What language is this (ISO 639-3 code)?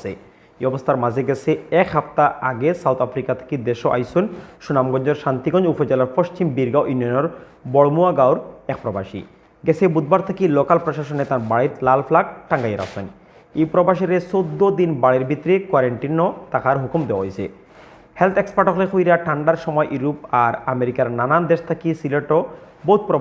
syl